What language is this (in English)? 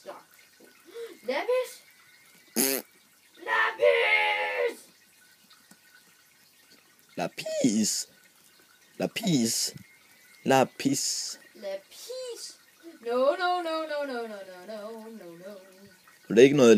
Danish